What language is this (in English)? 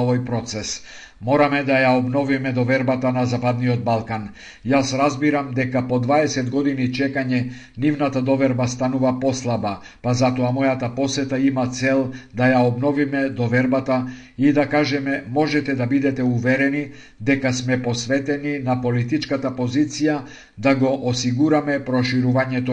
Macedonian